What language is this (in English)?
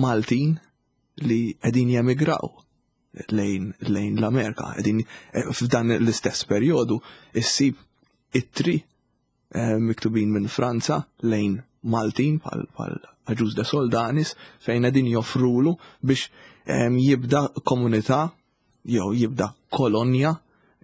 Maltese